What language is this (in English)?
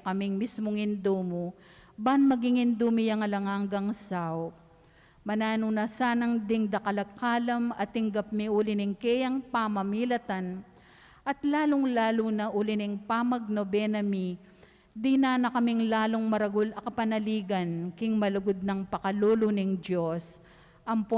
Pampanga